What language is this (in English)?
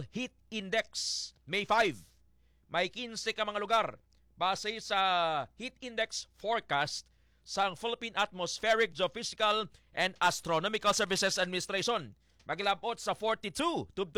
Hiligaynon